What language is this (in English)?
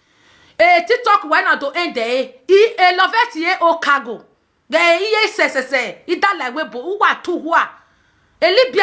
Nigerian Pidgin